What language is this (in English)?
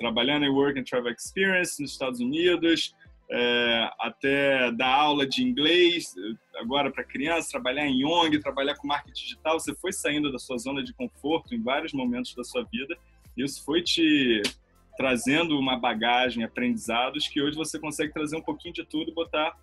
Portuguese